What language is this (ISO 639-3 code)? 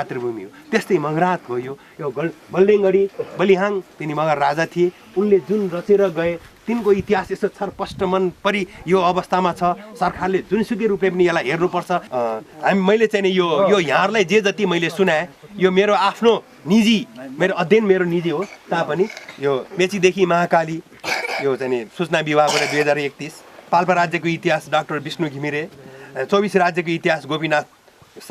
nep